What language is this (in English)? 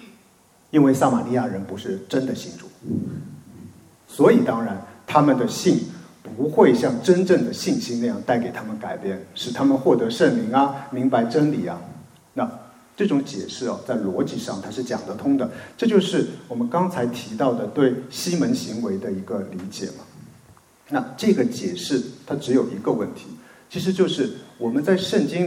Chinese